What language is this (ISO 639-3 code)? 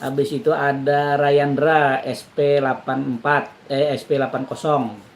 bjn